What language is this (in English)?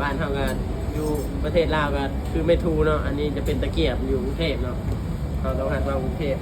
Lao